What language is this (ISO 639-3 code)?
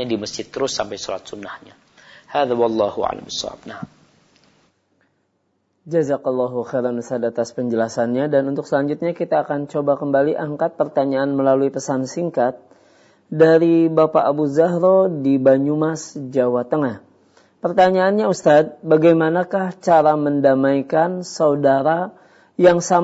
ind